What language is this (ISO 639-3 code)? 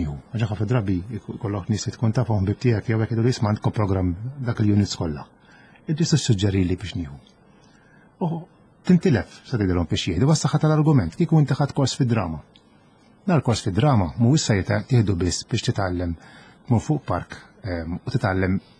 mlt